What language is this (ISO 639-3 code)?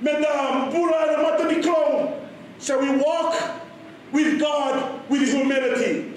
fij